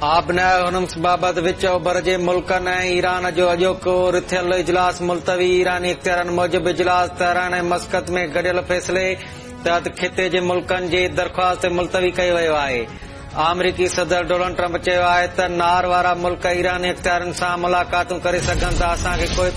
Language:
Sindhi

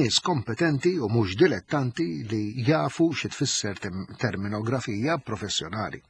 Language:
Maltese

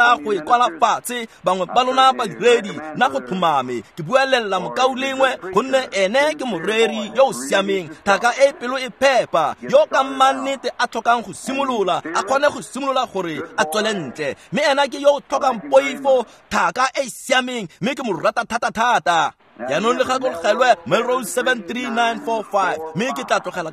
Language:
Tswana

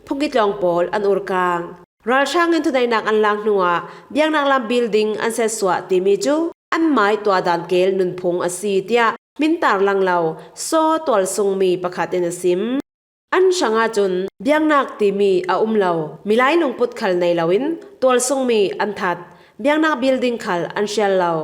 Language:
Falam Chin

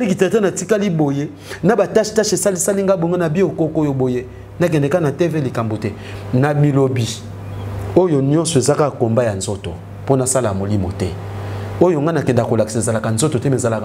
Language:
Lingala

